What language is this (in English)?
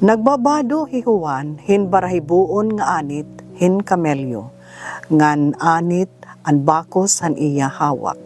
Waray